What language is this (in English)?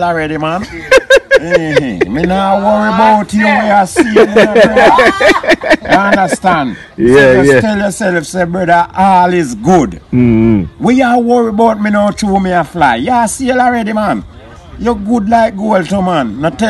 Jamaican Creole English